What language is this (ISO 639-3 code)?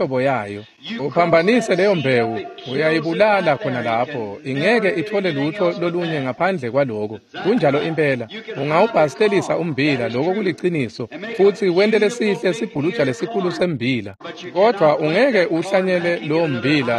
ssw